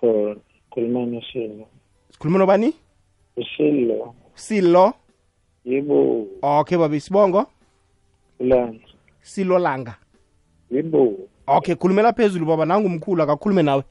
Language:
South Ndebele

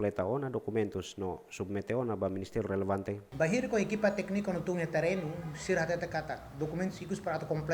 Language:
Tetum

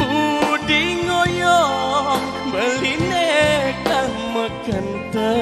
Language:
Balinese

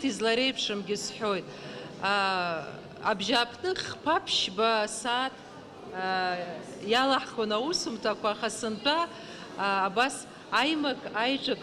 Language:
Abkhazian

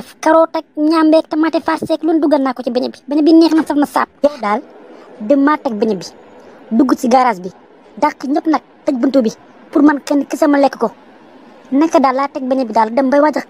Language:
Wolof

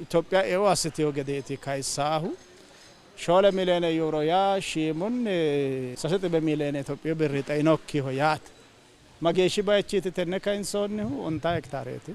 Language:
Sidamo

